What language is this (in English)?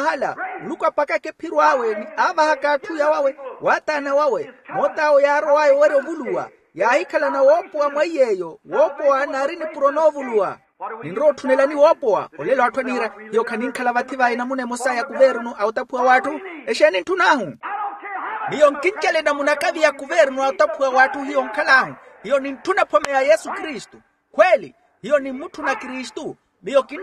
Makhuwa